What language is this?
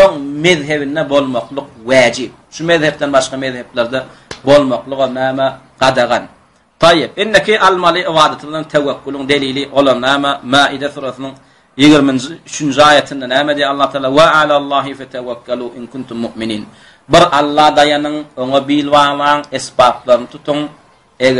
Turkmen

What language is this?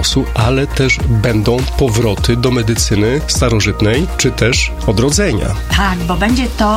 Polish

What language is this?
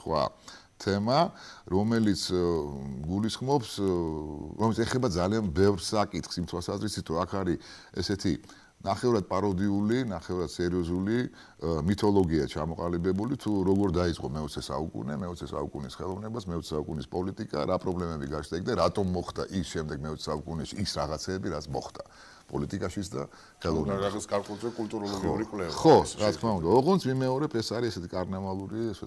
Georgian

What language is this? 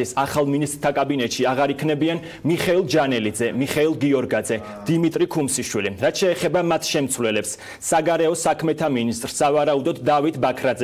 Georgian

